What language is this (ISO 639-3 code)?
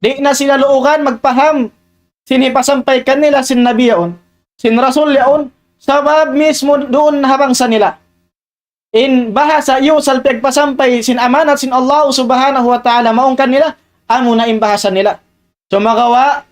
tsg